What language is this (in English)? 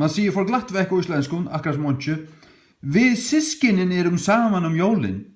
Faroese